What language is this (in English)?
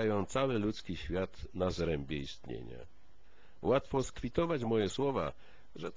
Polish